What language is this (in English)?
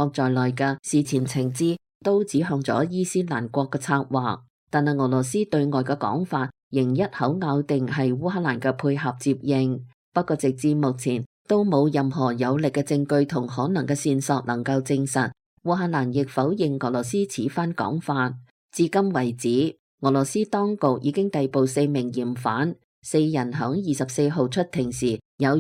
Cantonese